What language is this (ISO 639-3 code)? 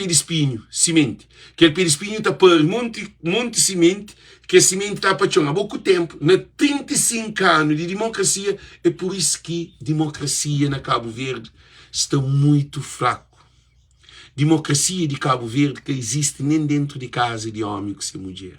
kea